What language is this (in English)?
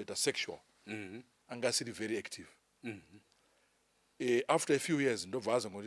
Shona